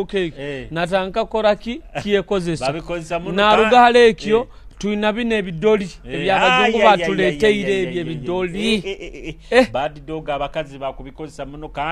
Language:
Nyoro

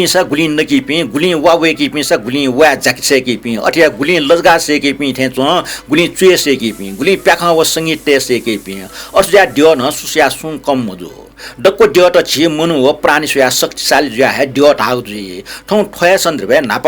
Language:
Newari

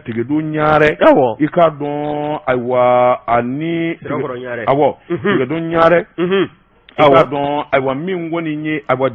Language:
Bambara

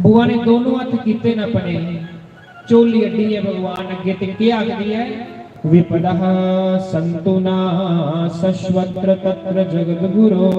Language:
Dogri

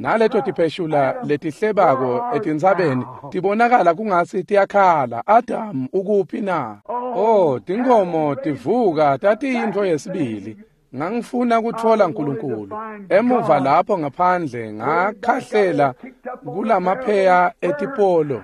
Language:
Swati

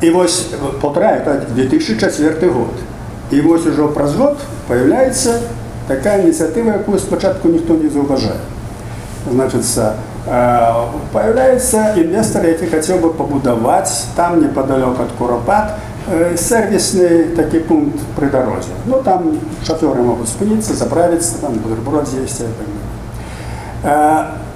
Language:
Belarusian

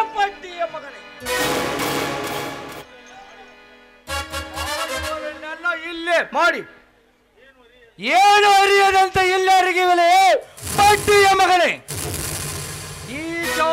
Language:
Kannada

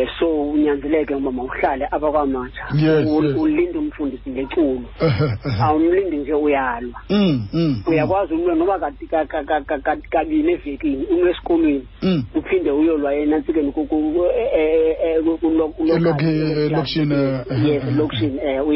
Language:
Xhosa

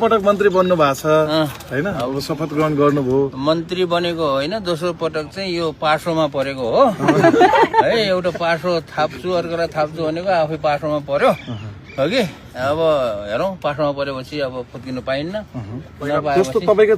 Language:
Nepali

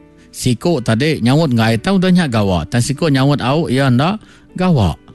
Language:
Iban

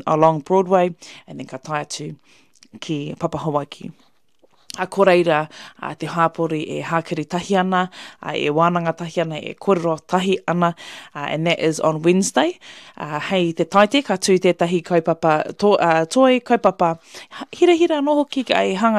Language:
Māori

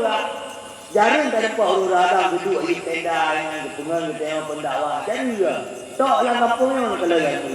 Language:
Achinese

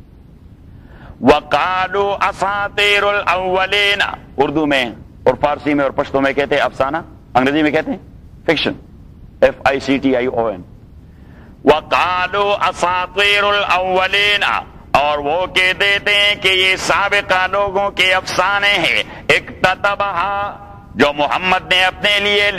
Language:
Urdu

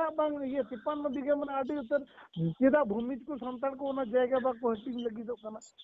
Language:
Santali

